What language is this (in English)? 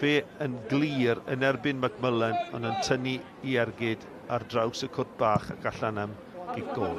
Welsh